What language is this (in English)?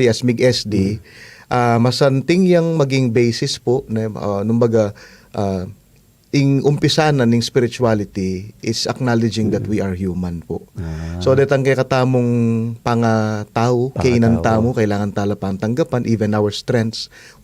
Pampanga